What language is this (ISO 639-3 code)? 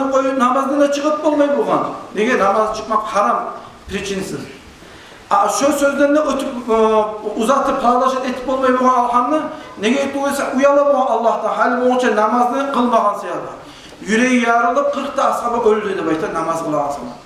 kum